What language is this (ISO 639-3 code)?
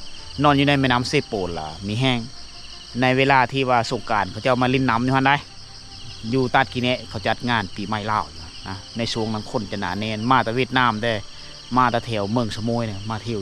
lao